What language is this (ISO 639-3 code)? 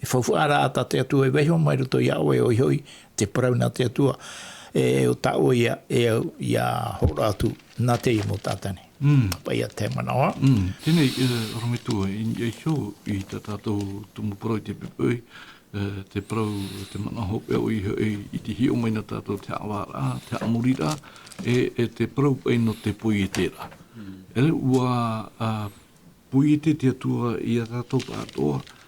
tah